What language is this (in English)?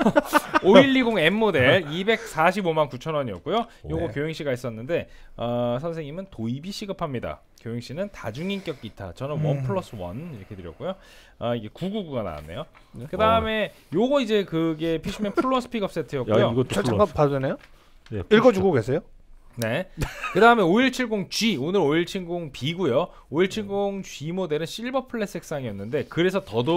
Korean